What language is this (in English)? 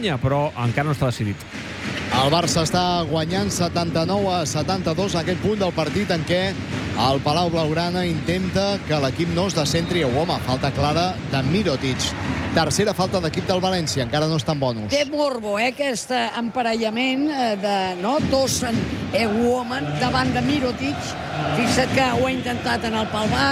Catalan